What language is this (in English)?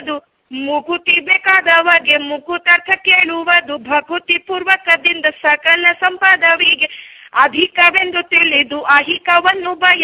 Kannada